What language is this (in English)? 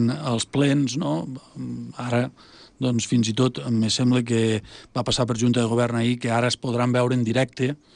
Catalan